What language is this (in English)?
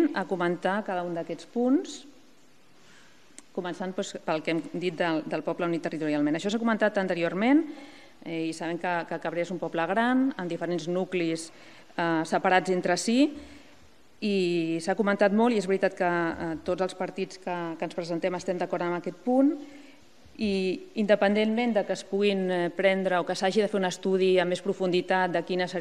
Catalan